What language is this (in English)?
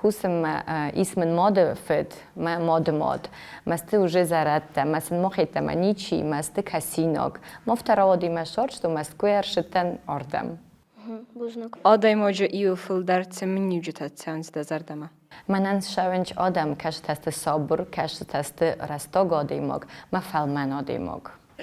Ossetic